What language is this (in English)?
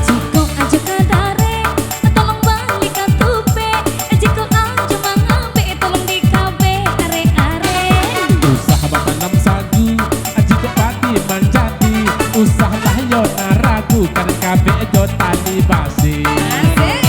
Minangkabau